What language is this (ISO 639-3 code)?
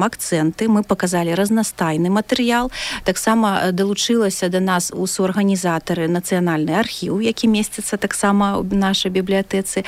bel